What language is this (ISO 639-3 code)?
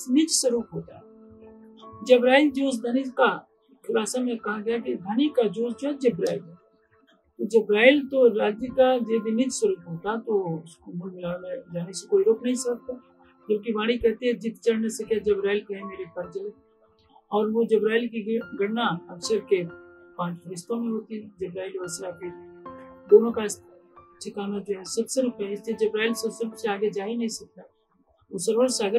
hin